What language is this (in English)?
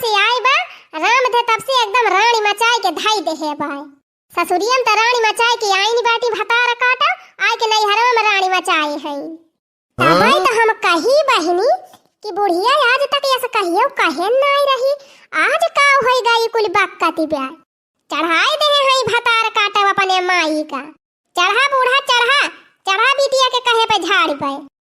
Awadhi